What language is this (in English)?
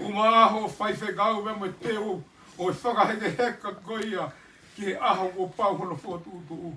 Tongan